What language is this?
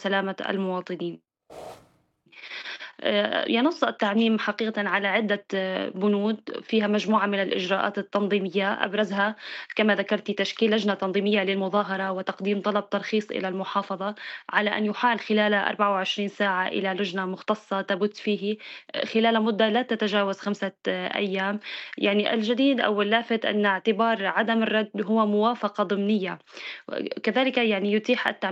Arabic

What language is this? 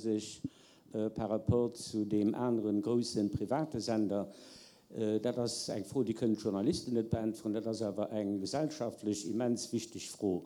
Luxembourgish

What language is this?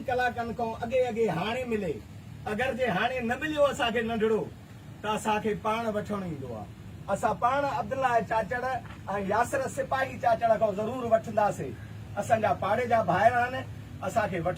Sindhi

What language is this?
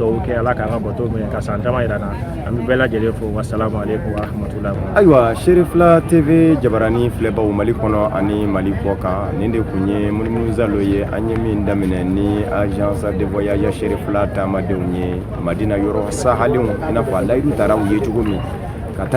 Bambara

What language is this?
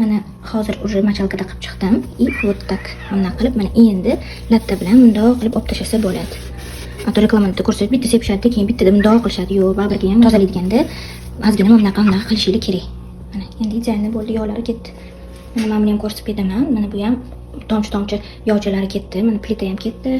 Uzbek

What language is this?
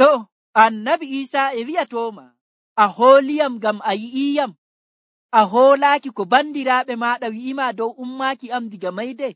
Nigerian Fulfulde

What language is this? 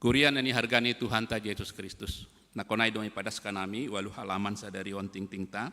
Batak Simalungun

